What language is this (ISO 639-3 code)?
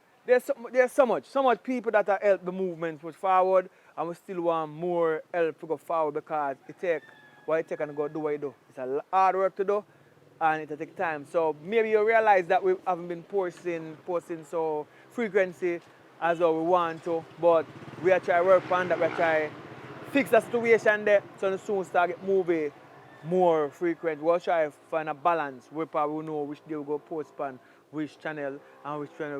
jam